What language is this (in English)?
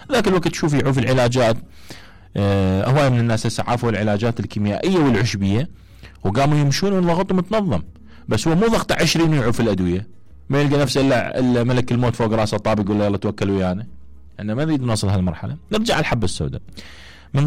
Mesopotamian Arabic